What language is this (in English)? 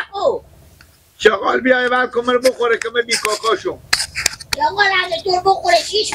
Persian